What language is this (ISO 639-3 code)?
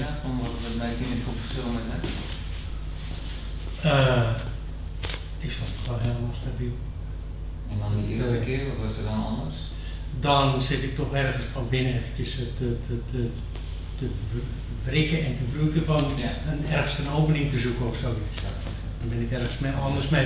nld